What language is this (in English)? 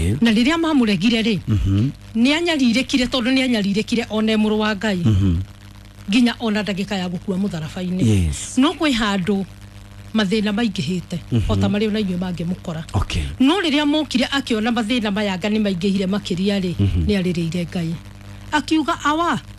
Kikuyu